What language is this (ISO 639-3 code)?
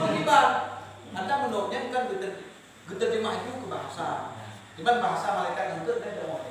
ace